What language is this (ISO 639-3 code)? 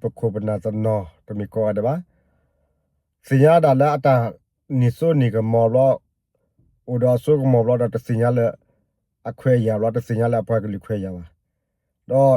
ksw